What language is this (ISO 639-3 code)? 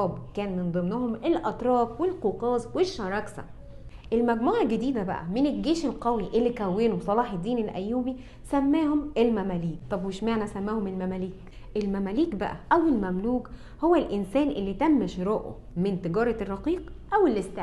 arz